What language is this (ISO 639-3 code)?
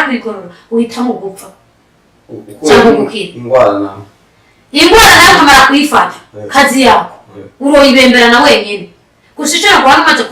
run